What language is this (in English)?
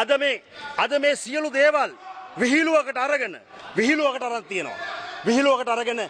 Sinhala